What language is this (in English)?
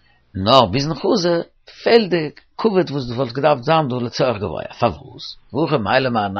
Yiddish